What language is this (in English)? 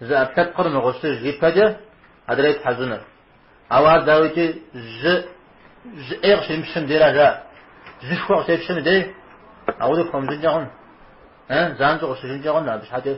Kabardian